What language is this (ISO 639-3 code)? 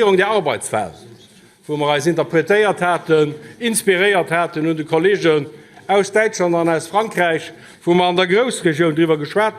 ltz